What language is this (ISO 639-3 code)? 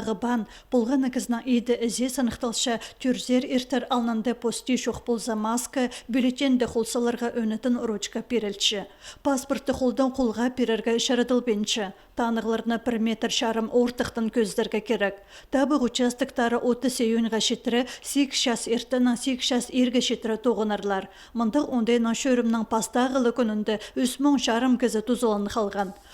kjh